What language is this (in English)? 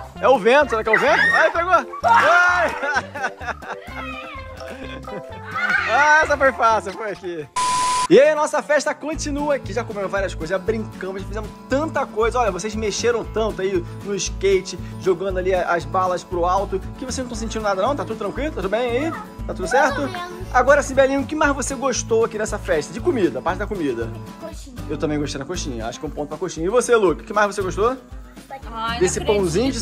Portuguese